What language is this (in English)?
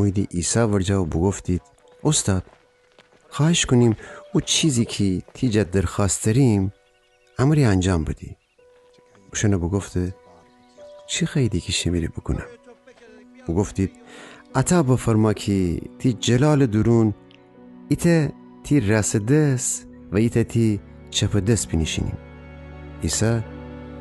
Gilaki